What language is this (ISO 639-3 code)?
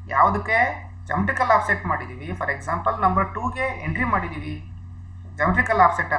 kan